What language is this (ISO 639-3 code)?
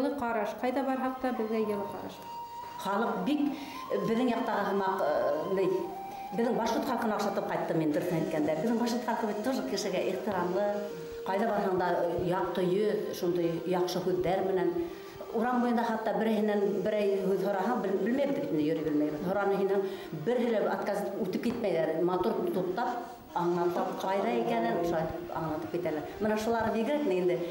bak